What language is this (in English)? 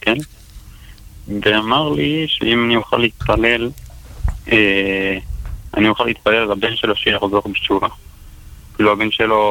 Hebrew